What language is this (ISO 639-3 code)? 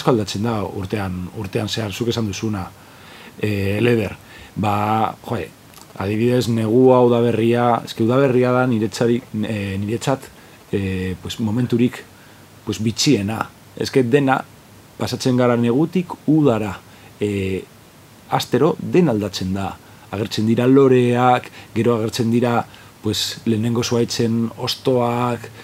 eus